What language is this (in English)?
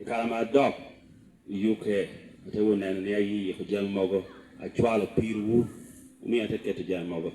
Lango (Uganda)